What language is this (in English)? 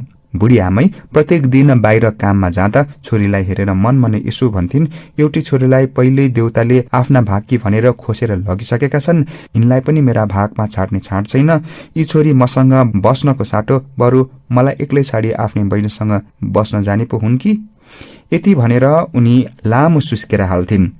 Nepali